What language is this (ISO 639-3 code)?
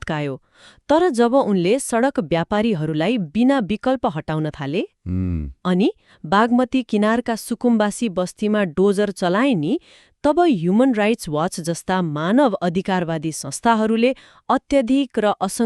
nep